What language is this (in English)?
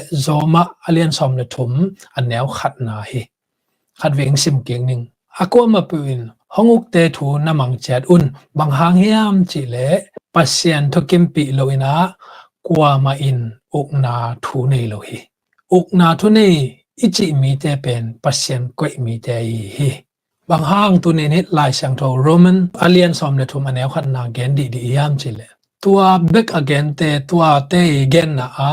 Tedim Chin